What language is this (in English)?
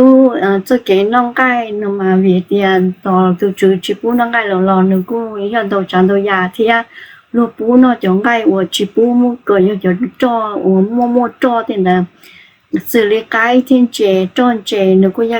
Hmong